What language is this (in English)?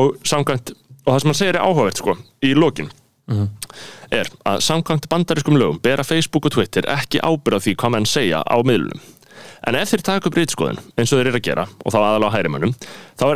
Icelandic